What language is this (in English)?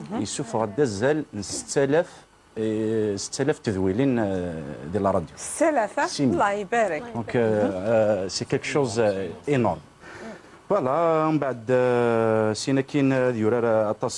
Kabyle